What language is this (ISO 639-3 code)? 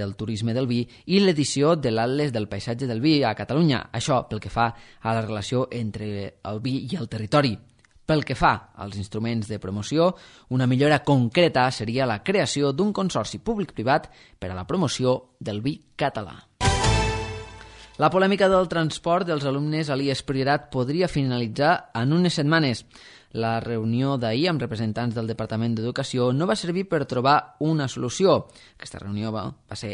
cat